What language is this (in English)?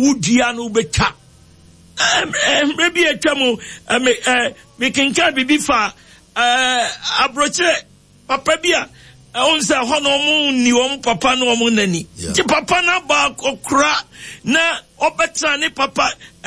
Akan